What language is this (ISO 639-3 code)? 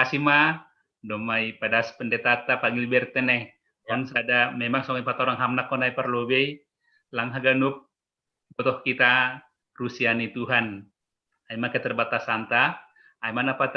bts